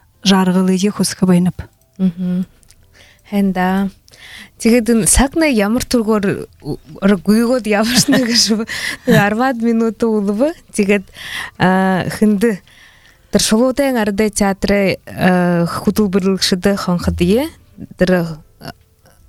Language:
Buriat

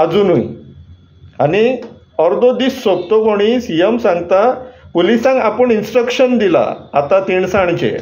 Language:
Konkani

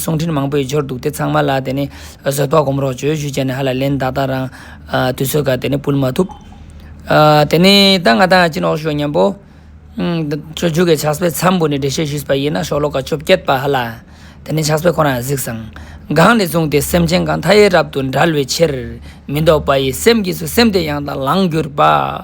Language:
Ladakhi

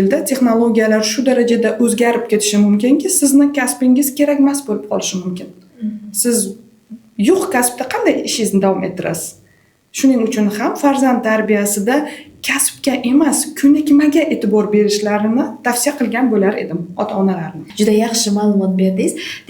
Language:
Uzbek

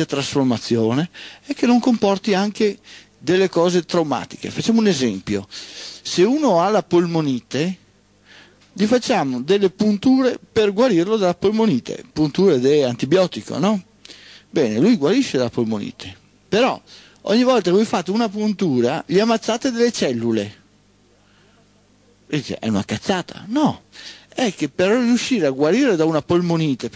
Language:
Italian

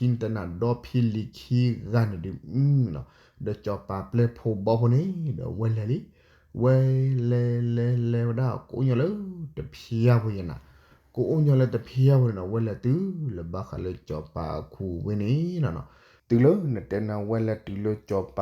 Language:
S'gaw Karen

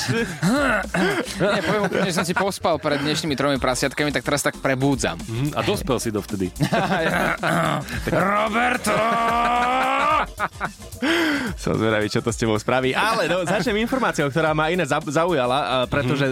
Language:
Slovak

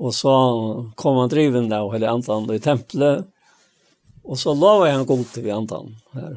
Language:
Faroese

